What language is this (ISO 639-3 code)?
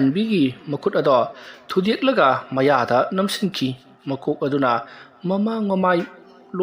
mni